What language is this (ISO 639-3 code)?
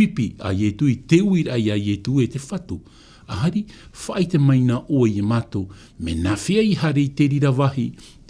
tah